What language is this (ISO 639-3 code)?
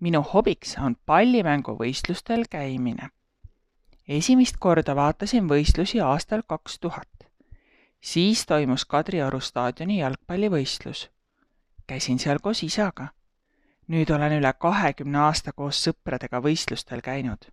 est